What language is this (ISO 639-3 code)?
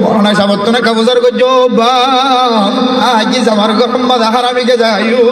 rhg